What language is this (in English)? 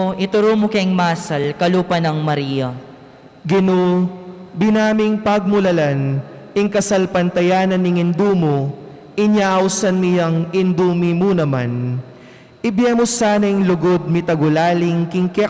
Pampanga